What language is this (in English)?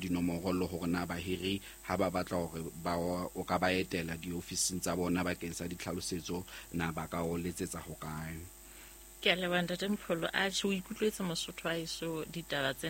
Southern Sotho